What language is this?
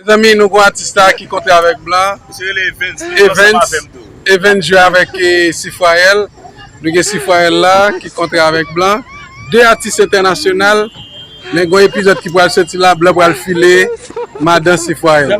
Haitian Creole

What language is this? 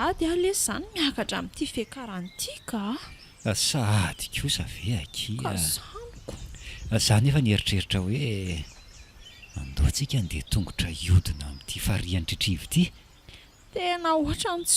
Malagasy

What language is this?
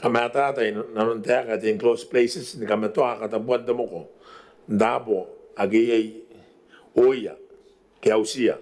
Gilbertese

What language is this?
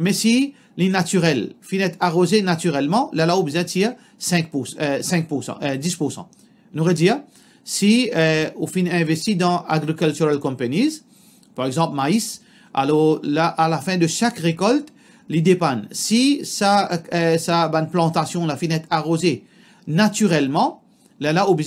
Morisyen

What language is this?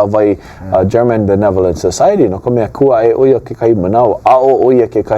Hawaiian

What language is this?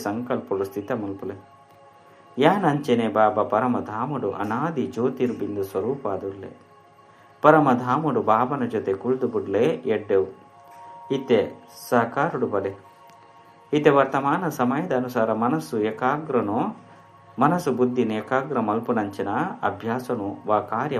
Tulu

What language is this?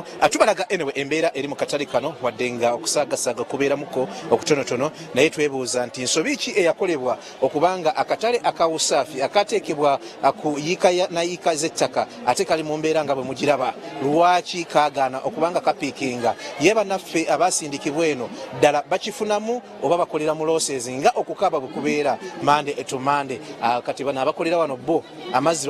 Ganda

